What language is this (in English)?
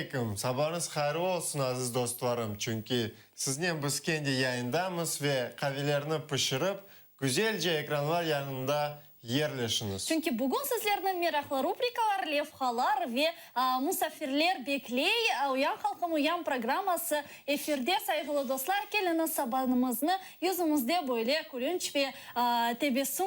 Crimean Tatar